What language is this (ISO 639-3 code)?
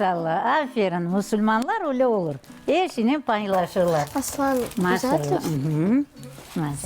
crh